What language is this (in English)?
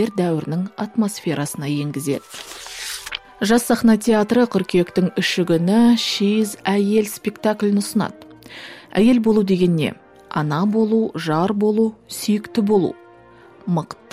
Kazakh